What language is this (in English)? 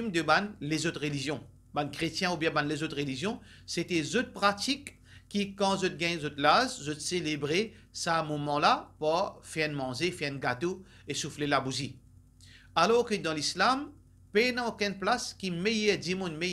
Morisyen